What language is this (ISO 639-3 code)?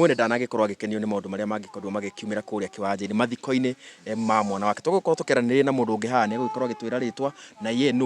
kik